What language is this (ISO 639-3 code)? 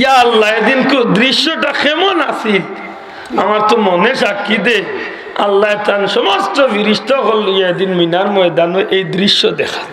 syl